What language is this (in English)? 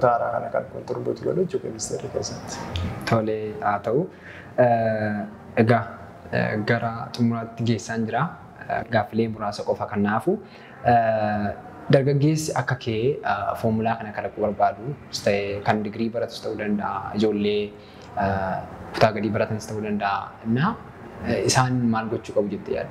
Oromo